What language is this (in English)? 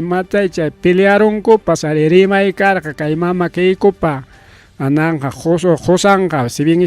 Ayacucho Quechua